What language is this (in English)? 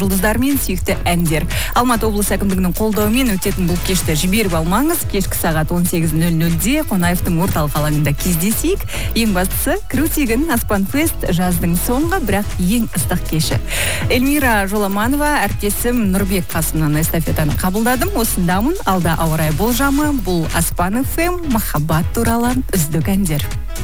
Kazakh